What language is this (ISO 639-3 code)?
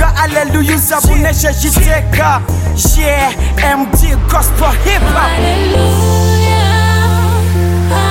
kin